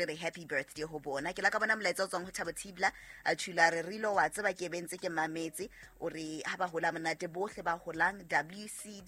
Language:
Southern Sotho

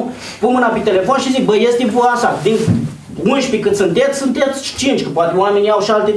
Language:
Romanian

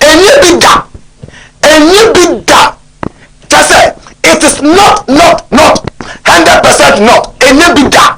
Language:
Akan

